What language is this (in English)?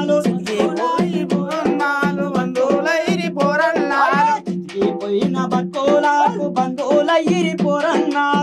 Telugu